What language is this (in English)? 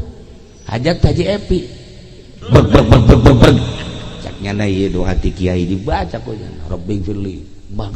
Sundanese